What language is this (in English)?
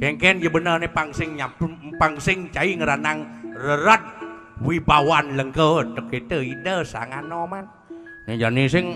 Balinese